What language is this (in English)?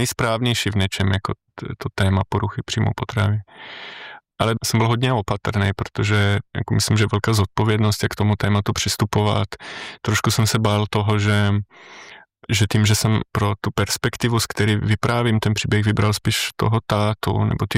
Czech